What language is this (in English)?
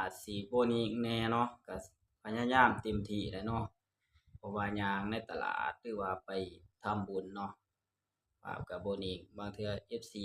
Northeastern Thai